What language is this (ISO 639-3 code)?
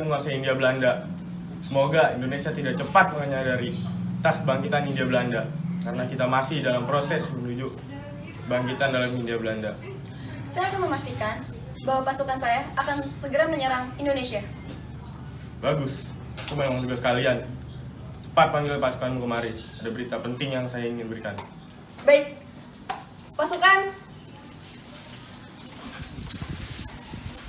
ind